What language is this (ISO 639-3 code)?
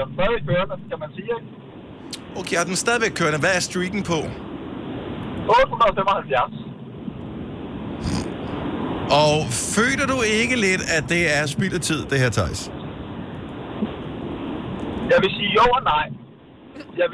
dan